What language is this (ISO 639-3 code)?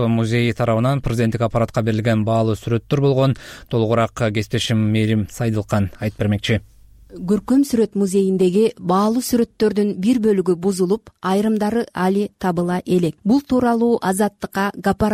kir